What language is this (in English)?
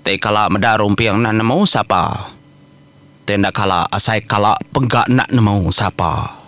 Iban